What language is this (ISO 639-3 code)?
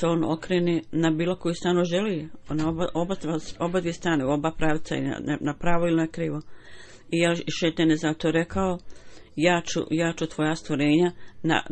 bos